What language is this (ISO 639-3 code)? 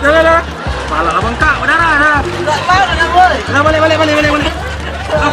mui